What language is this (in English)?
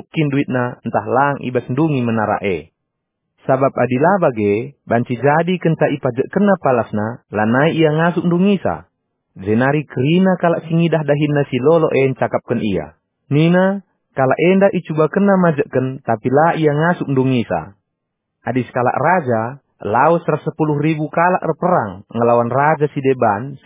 Batak Karo